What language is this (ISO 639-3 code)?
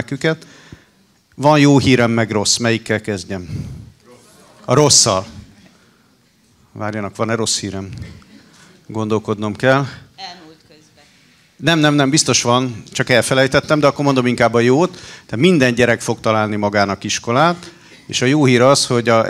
hun